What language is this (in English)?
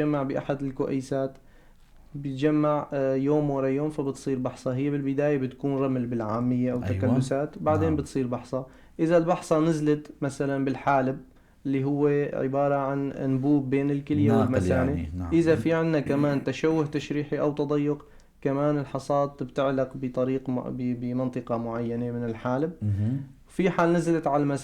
North Levantine Arabic